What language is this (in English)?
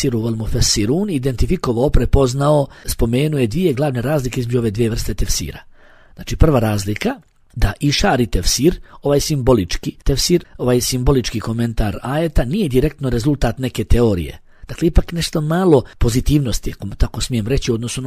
Bosnian